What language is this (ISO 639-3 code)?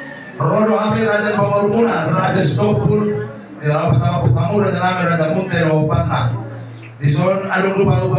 bbc